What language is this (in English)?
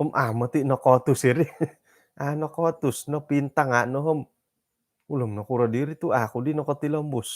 Central Dusun